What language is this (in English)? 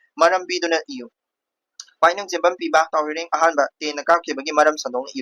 Manipuri